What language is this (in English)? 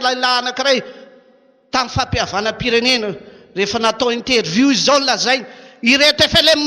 Malagasy